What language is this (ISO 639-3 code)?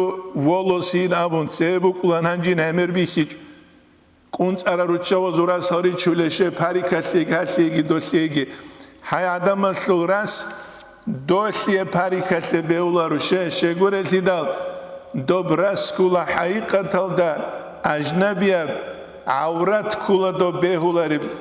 ava